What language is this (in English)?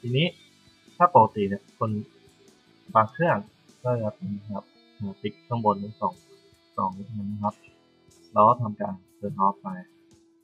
Thai